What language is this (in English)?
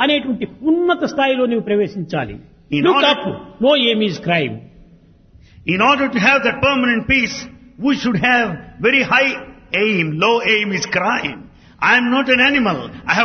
Telugu